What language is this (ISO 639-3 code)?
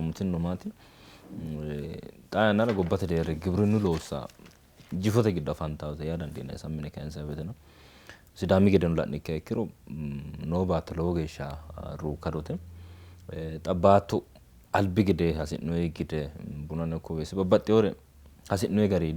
sid